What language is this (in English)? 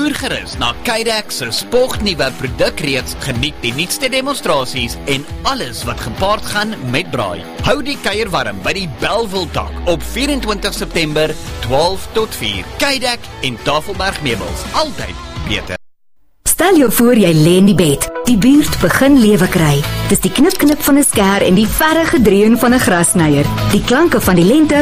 Afrikaans